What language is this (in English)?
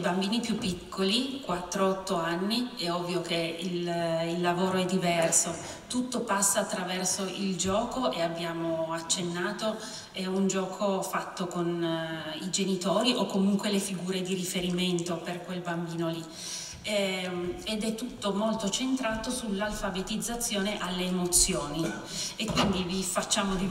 Italian